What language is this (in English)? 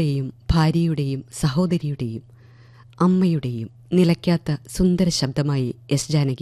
Malayalam